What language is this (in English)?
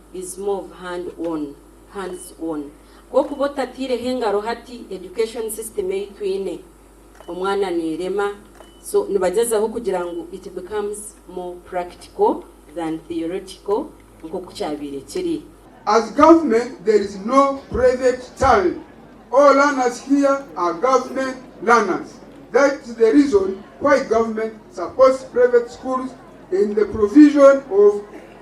Nyankole